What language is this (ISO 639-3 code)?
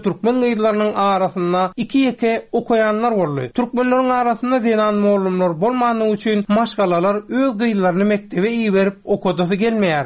tuk